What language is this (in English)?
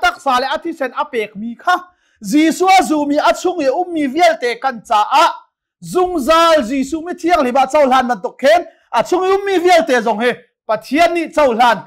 Hakha Chin